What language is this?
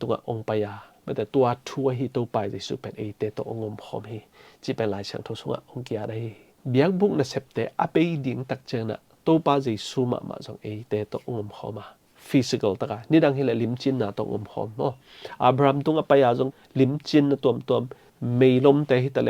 Tedim Chin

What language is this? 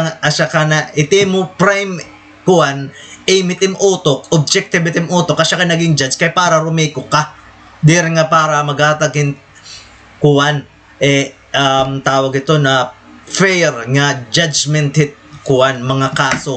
Waray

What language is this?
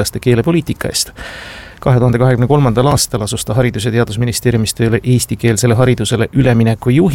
Estonian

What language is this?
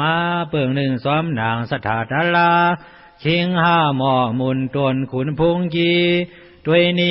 Shan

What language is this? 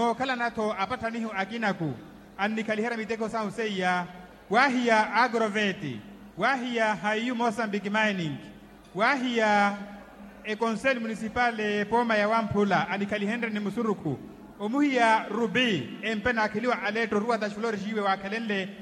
Makhuwa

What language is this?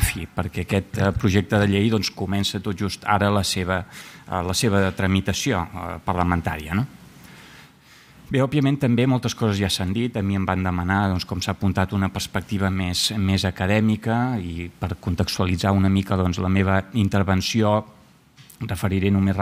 Catalan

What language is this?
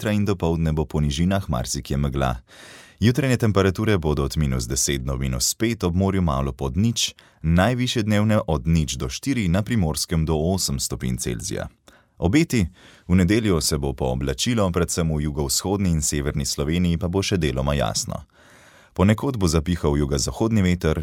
Slovenian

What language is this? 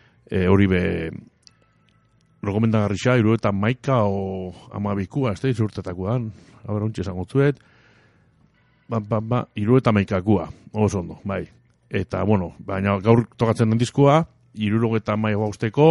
Basque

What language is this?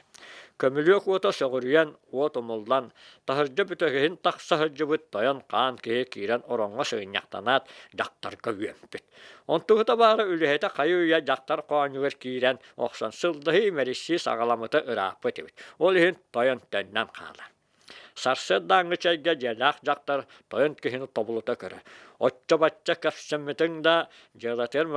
Yakut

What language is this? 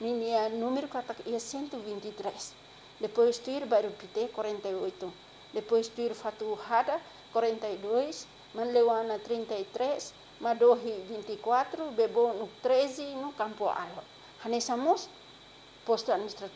Tetum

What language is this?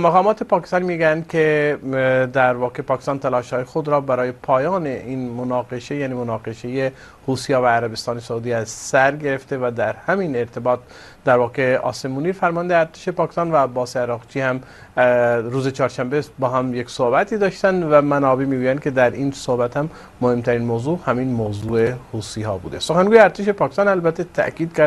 Persian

